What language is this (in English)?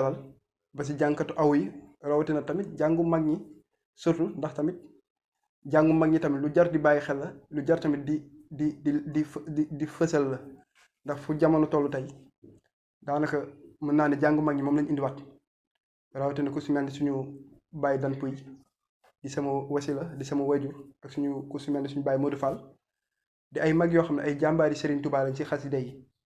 Wolof